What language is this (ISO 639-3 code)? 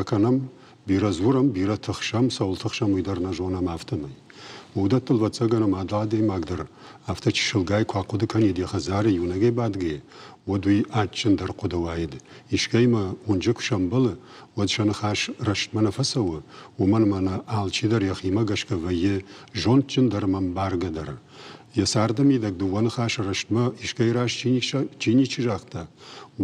oss